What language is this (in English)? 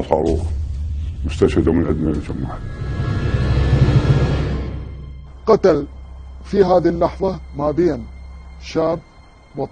Arabic